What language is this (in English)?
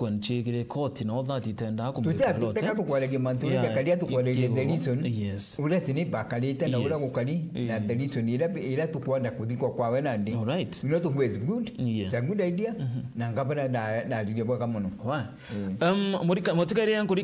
Meru